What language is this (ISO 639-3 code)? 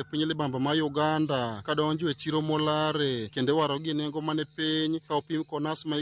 luo